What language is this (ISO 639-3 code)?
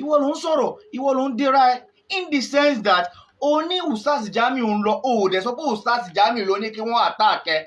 yor